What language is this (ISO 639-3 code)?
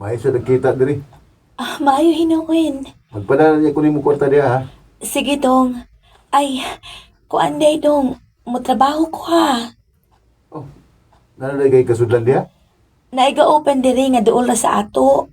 ceb